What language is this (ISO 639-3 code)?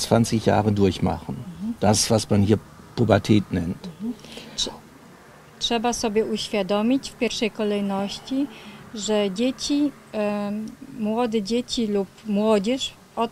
pol